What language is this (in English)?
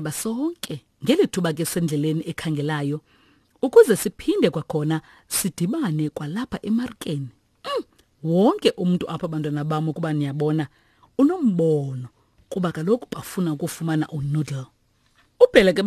Xhosa